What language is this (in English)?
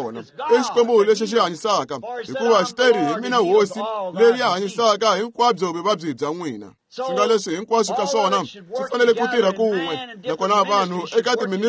Tsonga